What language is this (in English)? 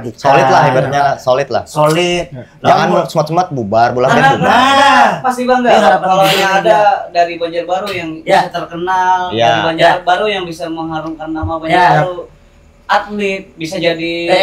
Banjar